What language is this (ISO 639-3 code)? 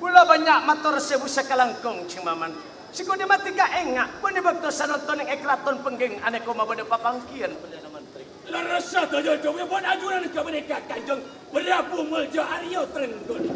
mad